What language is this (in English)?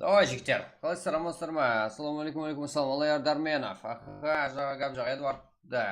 Kara-Kalpak